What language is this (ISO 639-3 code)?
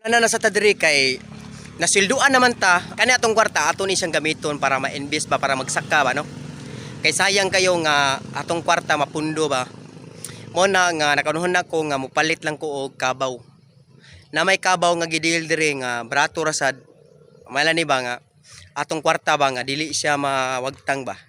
ceb